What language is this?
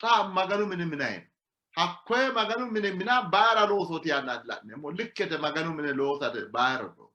Sidamo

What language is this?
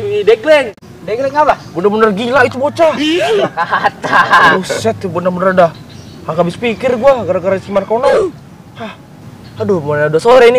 Betawi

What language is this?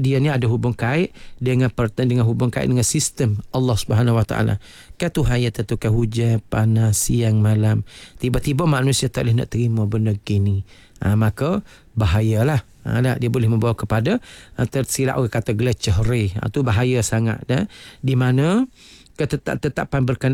Malay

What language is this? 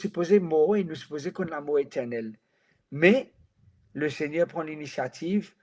Morisyen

